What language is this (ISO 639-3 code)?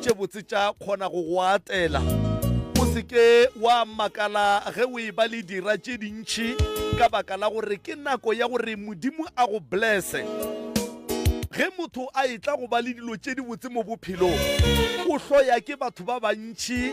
nso